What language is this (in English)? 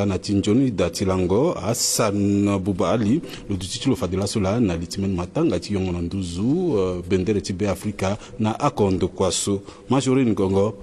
Sango